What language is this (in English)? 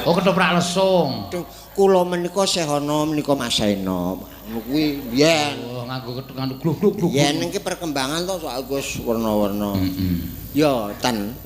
Javanese